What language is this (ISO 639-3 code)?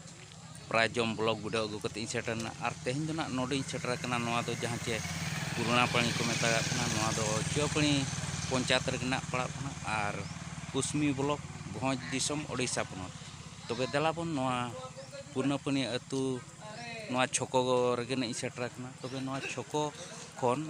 sat